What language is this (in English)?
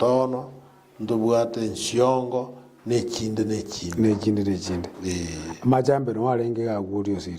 Gusii